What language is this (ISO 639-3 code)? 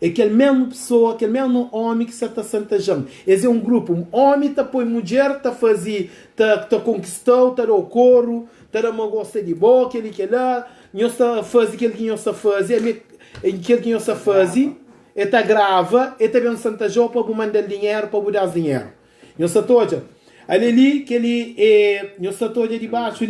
kea